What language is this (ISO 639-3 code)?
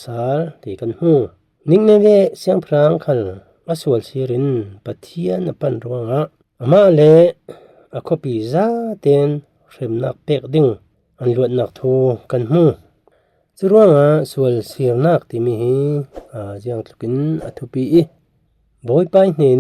cfm